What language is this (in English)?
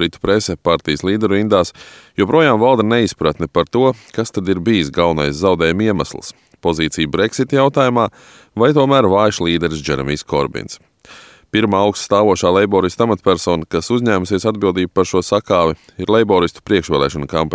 Latvian